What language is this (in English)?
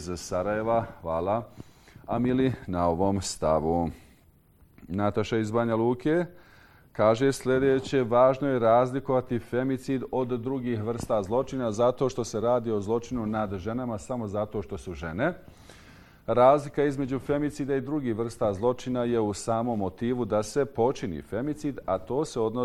Bosnian